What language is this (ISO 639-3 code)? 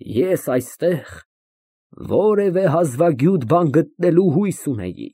hye